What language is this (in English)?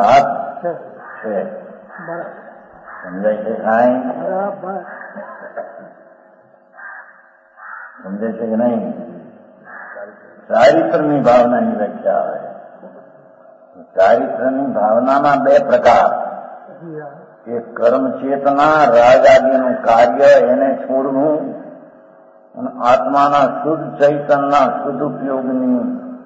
Gujarati